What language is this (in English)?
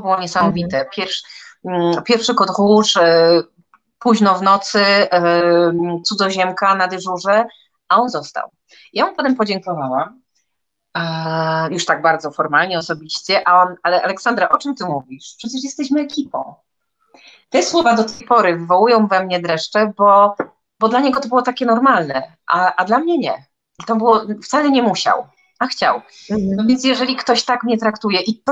Polish